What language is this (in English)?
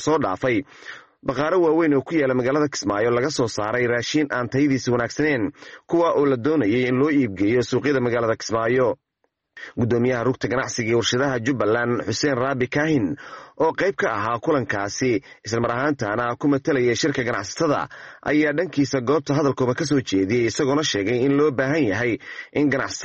Somali